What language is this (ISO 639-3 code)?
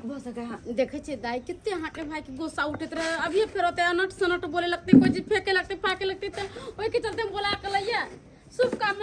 mai